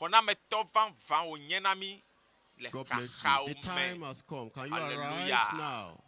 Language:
Ewe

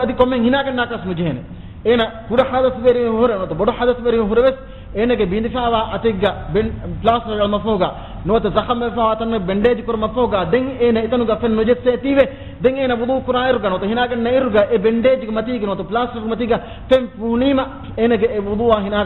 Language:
Divehi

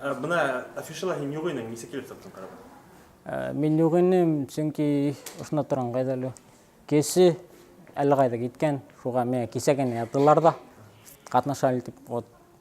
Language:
Bashkir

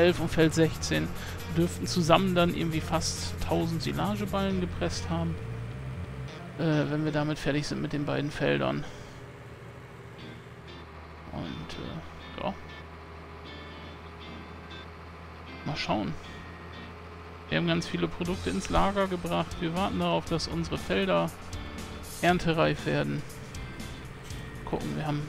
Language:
German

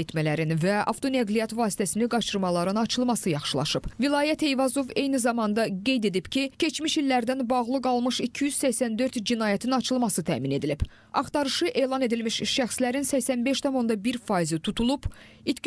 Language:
Azerbaijani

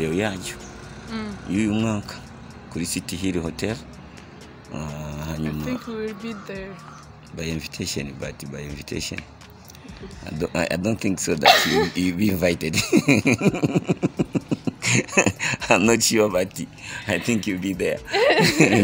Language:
Rundi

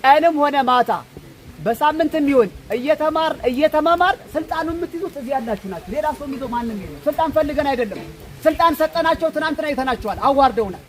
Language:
Amharic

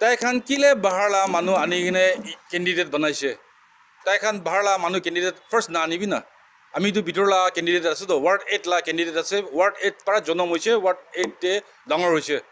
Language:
Naga Pidgin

